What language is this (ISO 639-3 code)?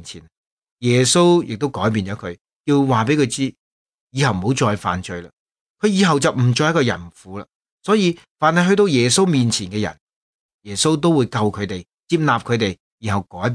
yue